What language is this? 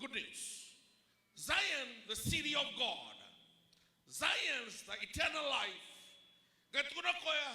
Fijian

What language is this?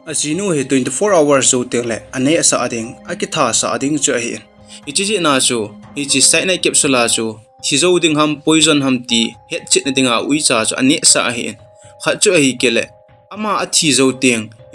Thado Chin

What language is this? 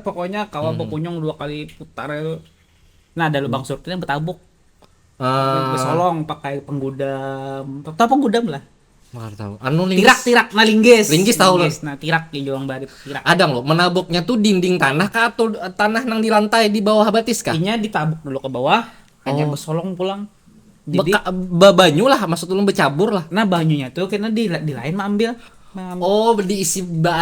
Banjar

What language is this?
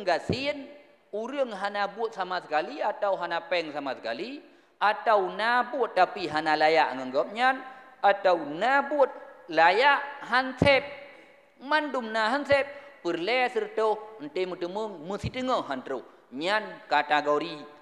Achinese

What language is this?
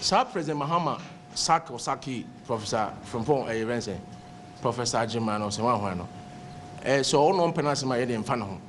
Akan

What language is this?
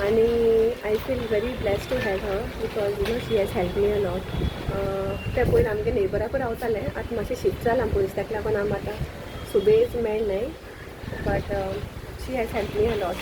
Konkani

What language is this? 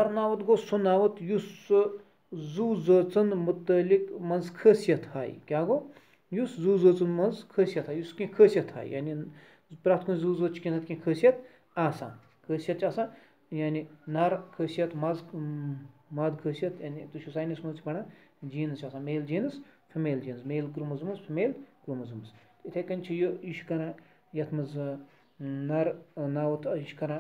Kashmiri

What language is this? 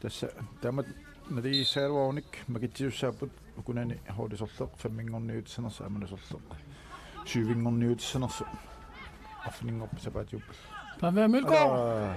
Kalaallisut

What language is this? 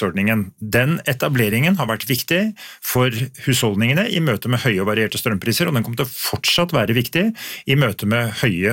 Norwegian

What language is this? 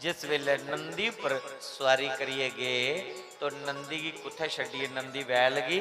Dogri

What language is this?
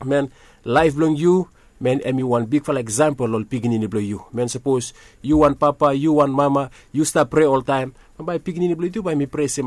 Bislama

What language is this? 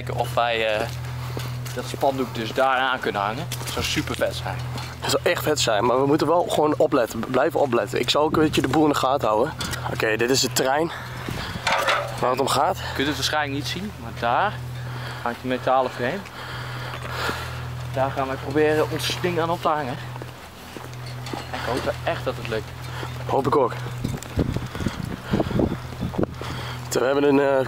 Dutch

